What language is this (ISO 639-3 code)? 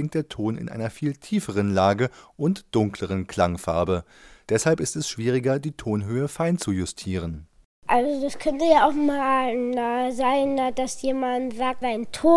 deu